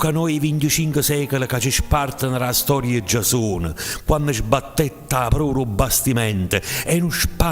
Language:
Neapolitan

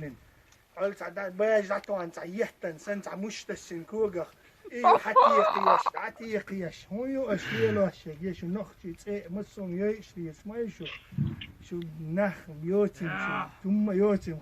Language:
Chechen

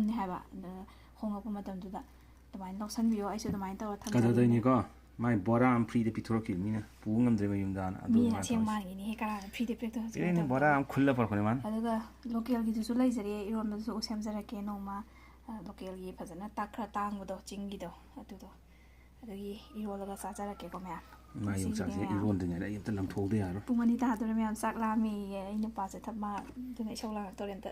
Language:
Manipuri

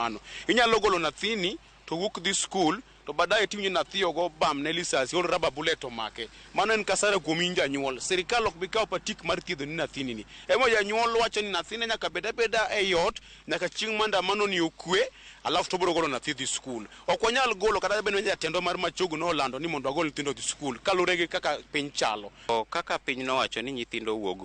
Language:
Luo (Kenya and Tanzania)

